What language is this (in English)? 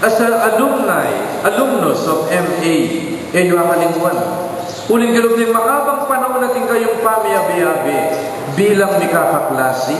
Pampanga